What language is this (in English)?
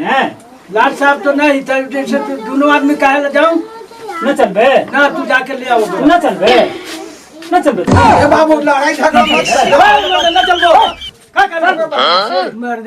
Magahi